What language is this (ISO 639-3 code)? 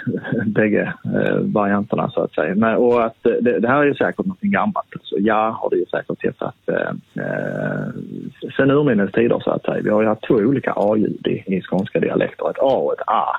swe